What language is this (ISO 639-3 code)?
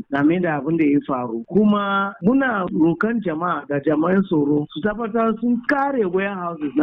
hau